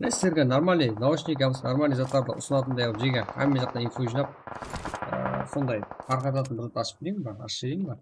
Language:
Kara-Kalpak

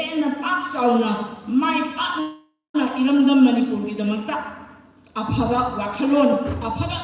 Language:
Manipuri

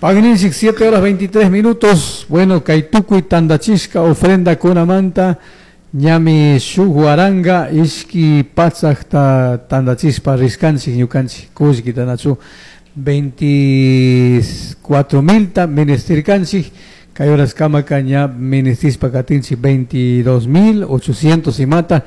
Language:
Chimborazo Highland Quichua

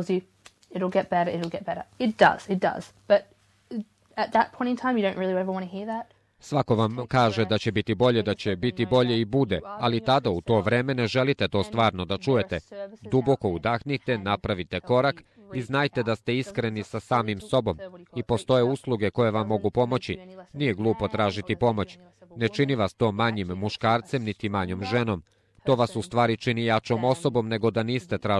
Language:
Serbian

